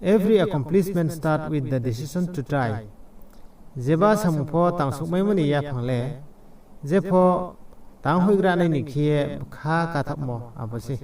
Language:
Riang (India)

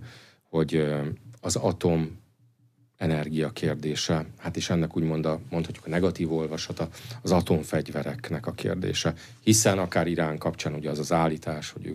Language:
Hungarian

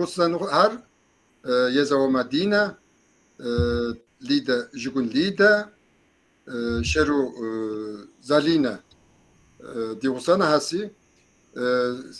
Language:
Kabardian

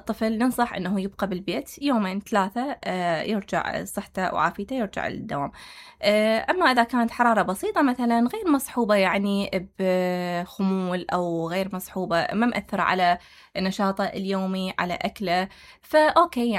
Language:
Mesopotamian Arabic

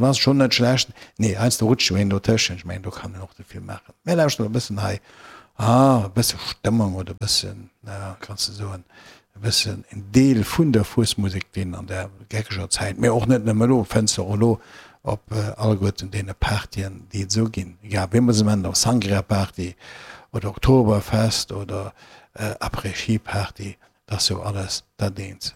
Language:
Luxembourgish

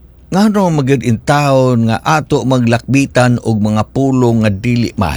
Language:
Cebuano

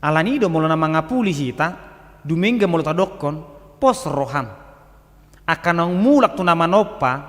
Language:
Batak Toba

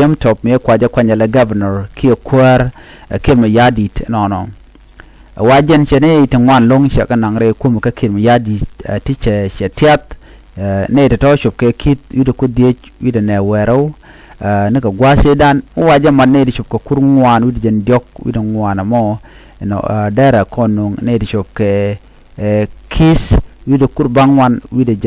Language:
Nuer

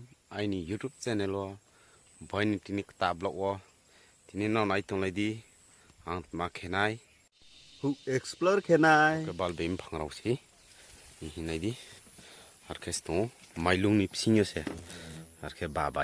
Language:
Riang (India)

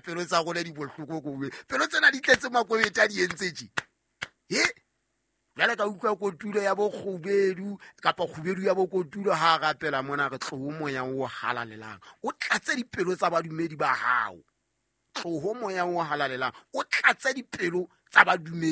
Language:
Southern Sotho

